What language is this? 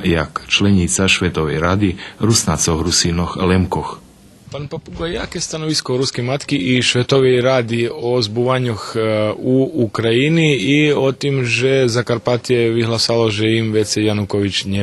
Rusyn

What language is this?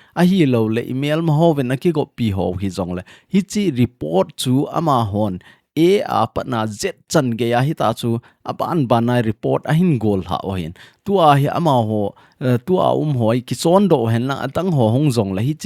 Thado Chin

